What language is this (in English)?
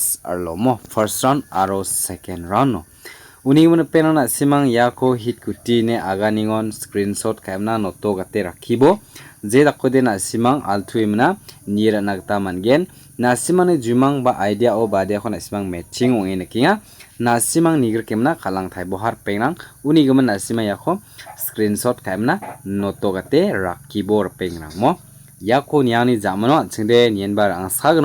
Garo